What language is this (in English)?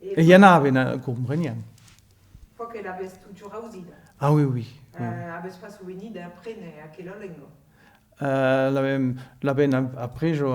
Occitan